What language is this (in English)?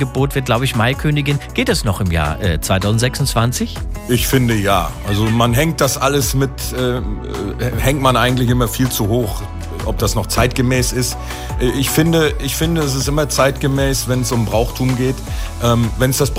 German